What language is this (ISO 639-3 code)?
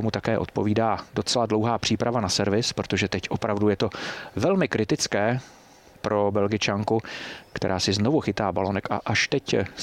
ces